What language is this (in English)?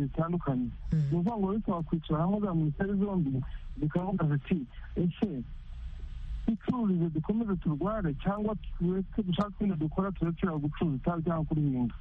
Kinyarwanda